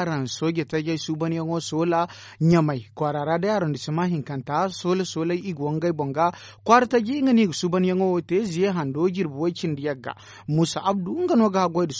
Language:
Zarma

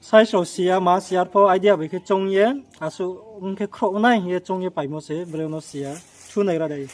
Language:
Riang (India)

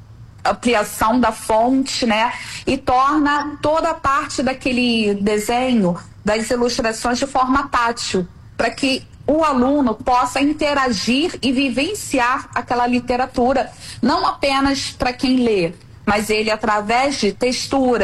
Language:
Portuguese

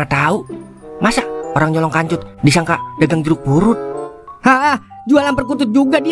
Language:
Betawi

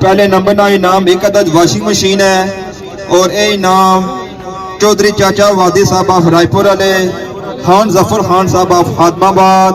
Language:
Pahari-Potwari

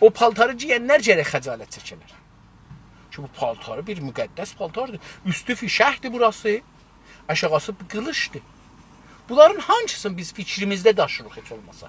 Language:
South Azerbaijani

